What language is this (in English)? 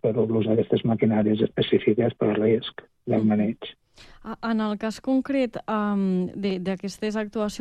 Catalan